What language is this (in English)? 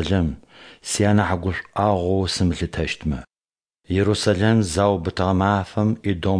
Adyghe